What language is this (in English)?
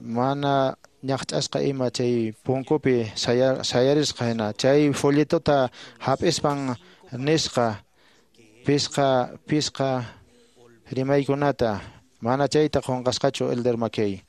Quechua